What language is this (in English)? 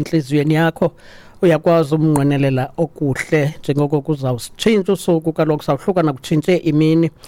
Xhosa